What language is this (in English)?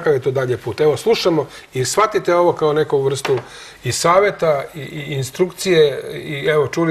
Serbian